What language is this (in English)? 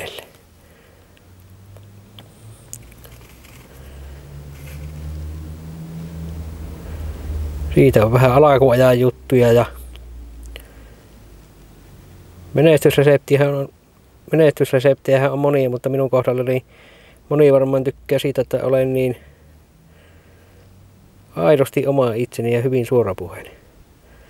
Finnish